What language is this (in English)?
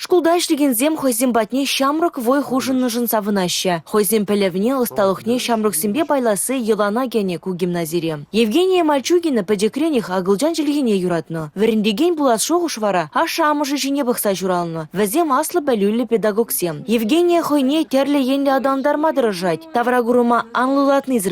Chuvash